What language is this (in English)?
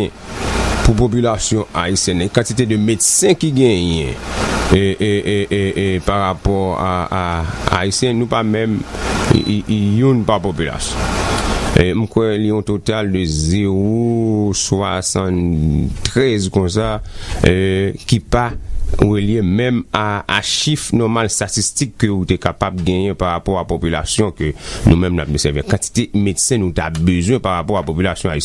Haitian Creole